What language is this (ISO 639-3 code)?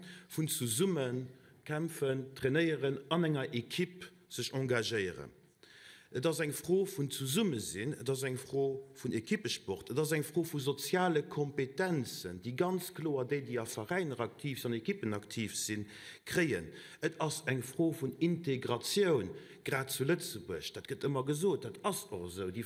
ltz